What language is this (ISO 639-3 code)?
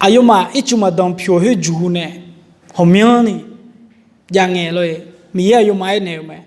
ahk